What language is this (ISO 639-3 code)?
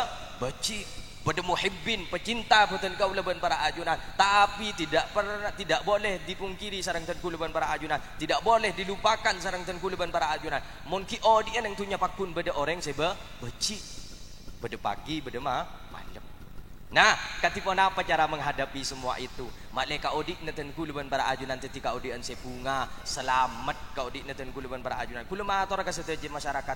mad